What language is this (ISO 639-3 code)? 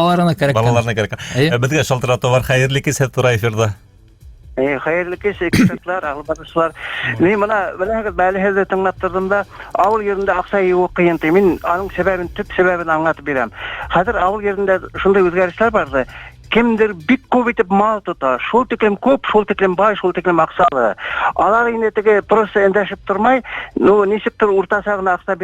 bak